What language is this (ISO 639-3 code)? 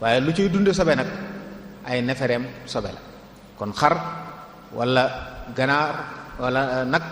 wol